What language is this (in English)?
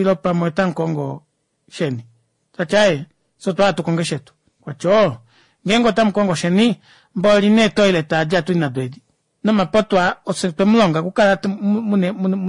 Kuanyama